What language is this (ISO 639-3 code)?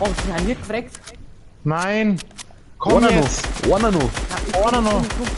bar